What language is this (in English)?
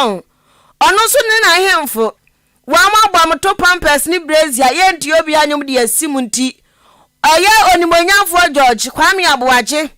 Akan